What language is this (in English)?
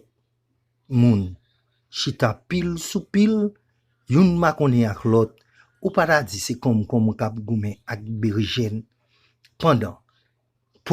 Haitian Creole